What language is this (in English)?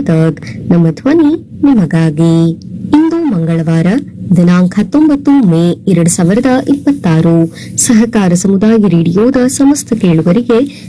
Kannada